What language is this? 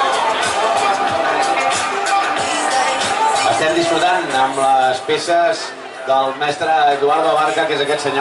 Catalan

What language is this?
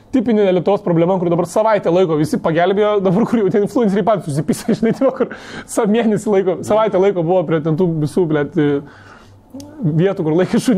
Lithuanian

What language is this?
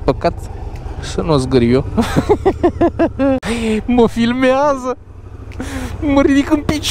Romanian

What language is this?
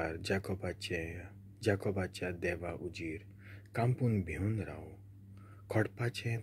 Konkani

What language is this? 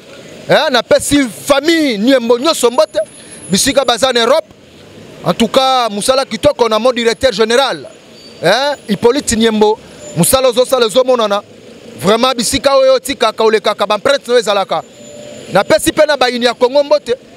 Lingala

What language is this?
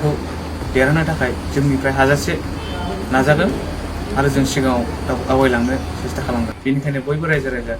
Bodo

